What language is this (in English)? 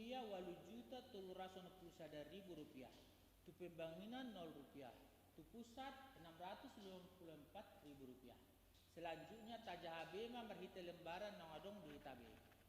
Batak Toba